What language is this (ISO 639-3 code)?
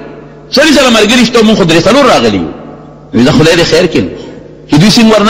pus